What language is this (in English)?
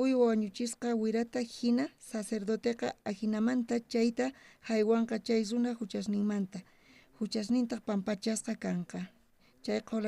South Bolivian Quechua